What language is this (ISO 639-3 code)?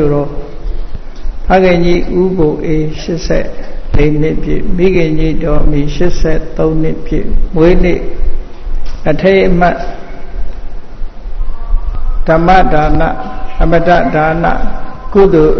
mya